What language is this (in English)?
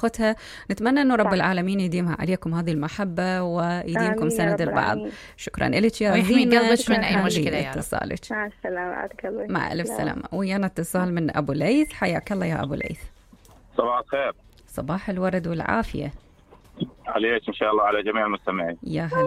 Mesopotamian Arabic